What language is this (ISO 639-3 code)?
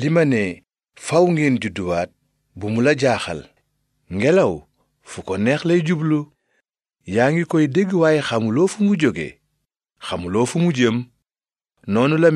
wol